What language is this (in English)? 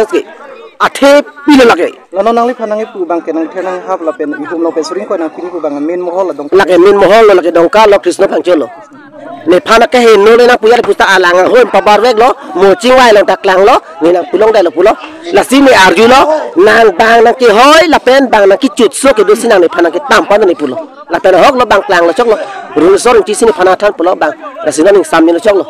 Karbi